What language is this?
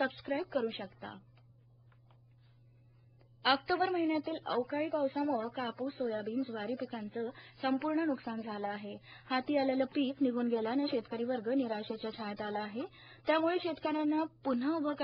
Marathi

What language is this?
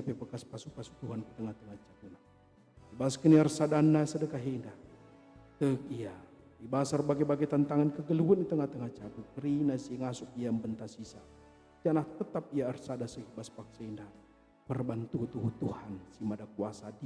Batak Karo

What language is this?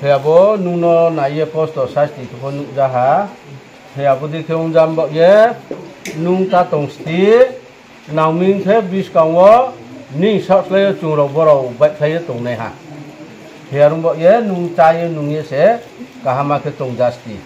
Riang (India)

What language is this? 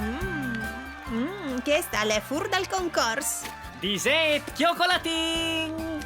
Friulian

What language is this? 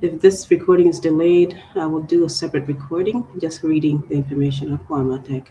Acoli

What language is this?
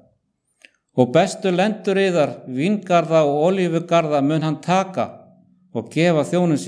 Icelandic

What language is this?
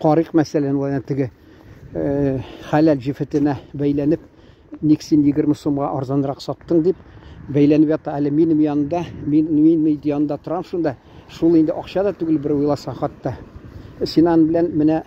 Tatar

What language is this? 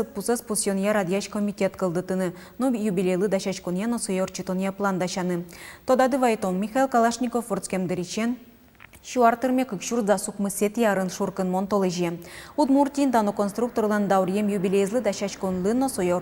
Udmurt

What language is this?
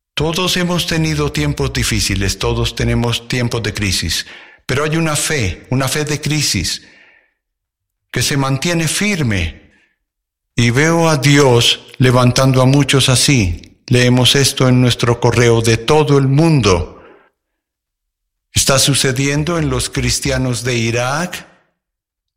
Spanish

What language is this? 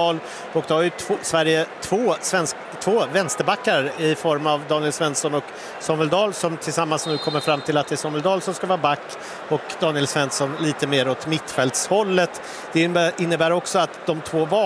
Swedish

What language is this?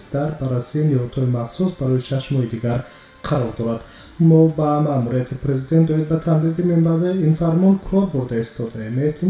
Tajik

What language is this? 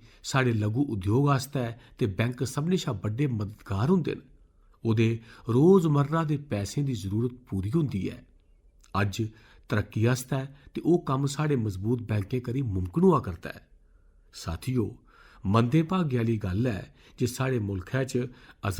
Dogri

